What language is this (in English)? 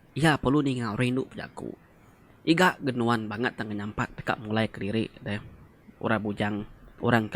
Iban